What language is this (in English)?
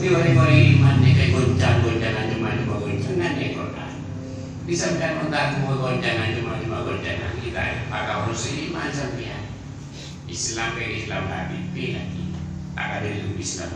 Madurese